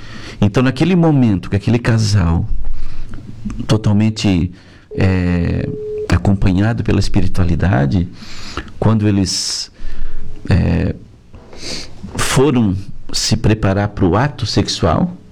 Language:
Portuguese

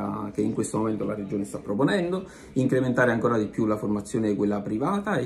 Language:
Italian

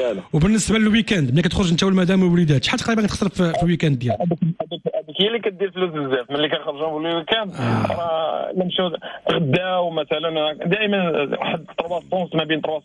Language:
Moroccan Arabic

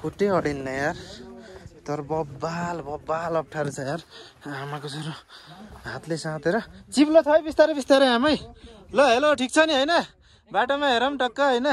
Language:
Nepali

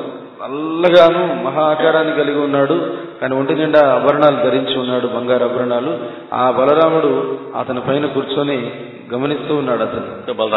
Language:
Telugu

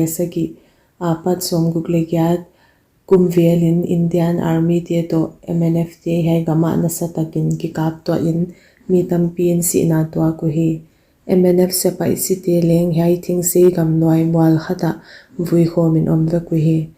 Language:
Paite Chin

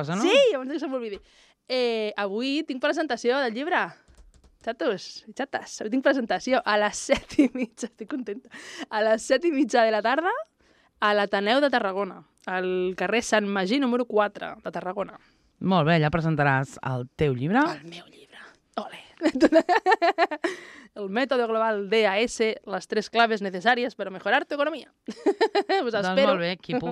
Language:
Catalan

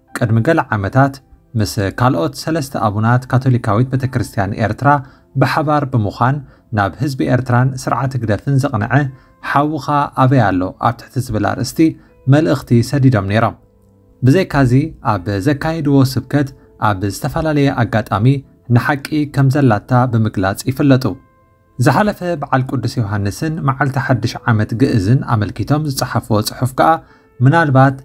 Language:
Tigrinya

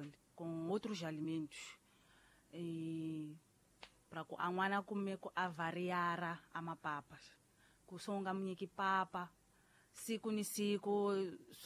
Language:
Tsonga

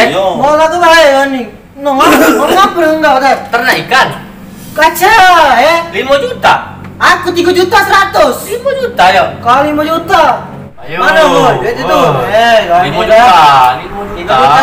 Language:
Musi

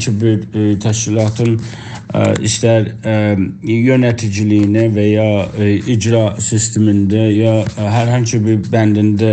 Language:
South Azerbaijani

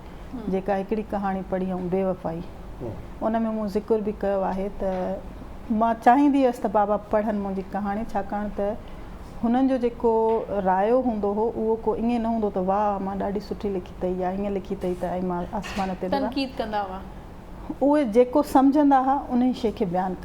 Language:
Sindhi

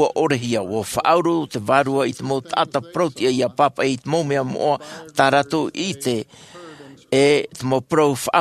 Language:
Tahitian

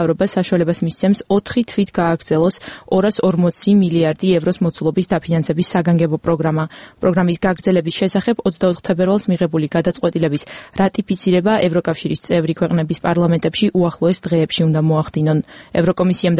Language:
Georgian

